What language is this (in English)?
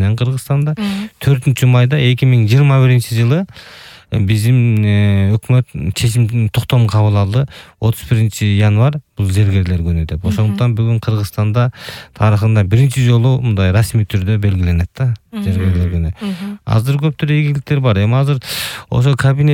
Kyrgyz